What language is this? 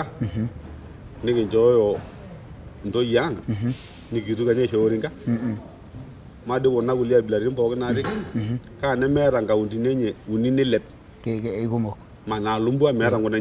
Masai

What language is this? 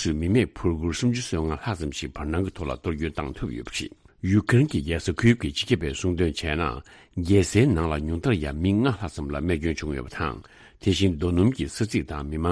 Tibetan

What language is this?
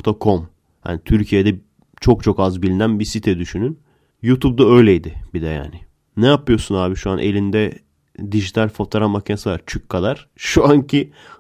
Turkish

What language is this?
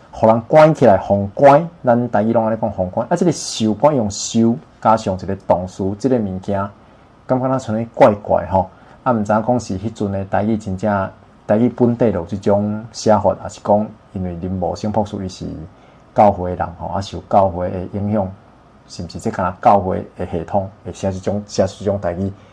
Min Nan Chinese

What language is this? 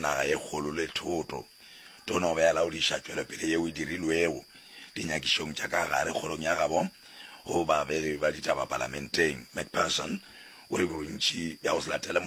Northern Sotho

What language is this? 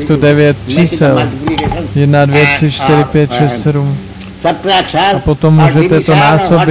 Czech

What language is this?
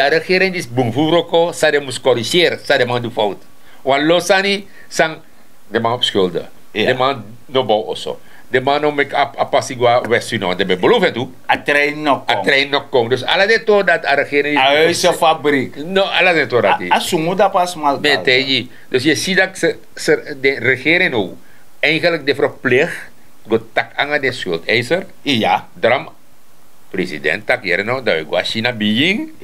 Sranan Tongo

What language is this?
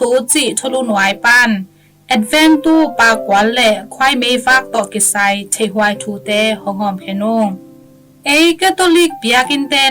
Tedim Chin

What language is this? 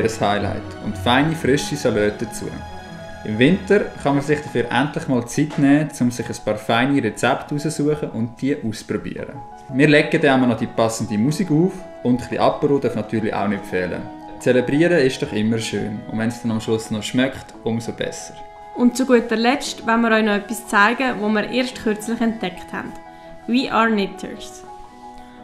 Swiss German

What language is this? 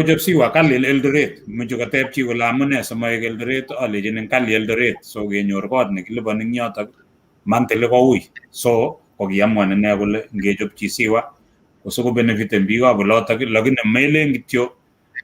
Kalenjin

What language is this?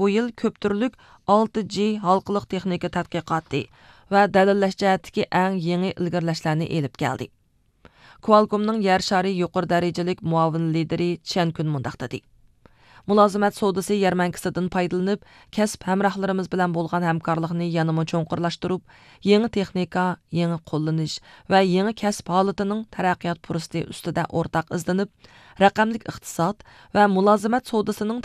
Uyghur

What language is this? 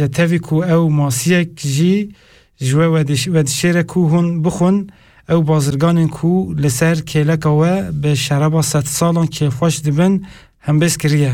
Kurdish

